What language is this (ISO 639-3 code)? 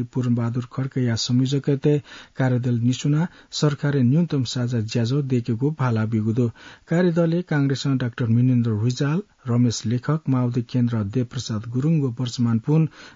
new